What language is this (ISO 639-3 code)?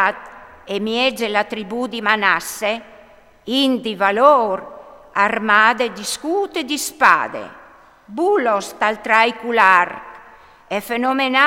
fur